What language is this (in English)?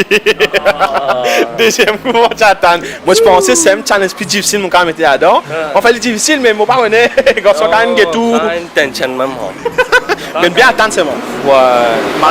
Morisyen